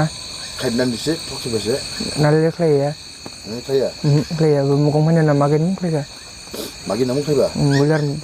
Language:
Dimasa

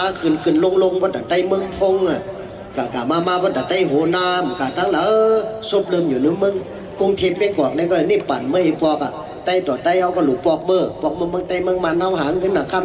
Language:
Shan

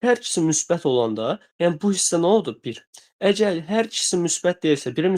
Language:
Azerbaijani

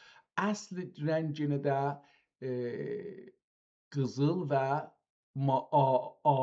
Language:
South Azerbaijani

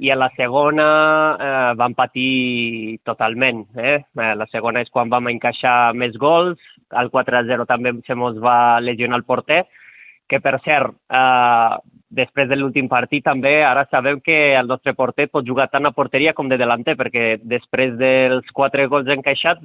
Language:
Catalan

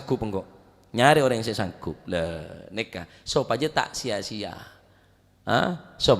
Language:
Madurese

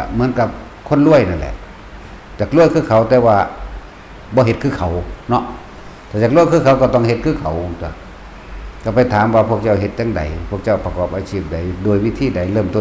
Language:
Northeastern Thai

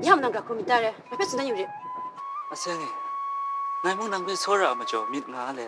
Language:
Kachin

